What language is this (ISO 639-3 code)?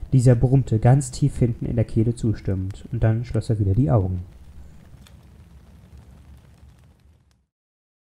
deu